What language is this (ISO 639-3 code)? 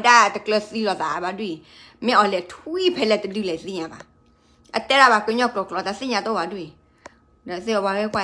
ksw